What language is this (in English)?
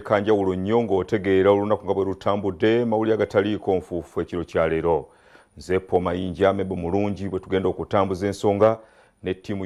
Ganda